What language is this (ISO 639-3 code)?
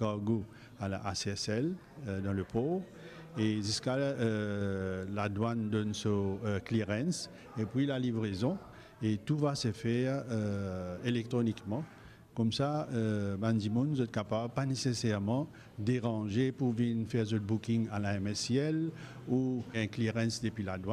mfe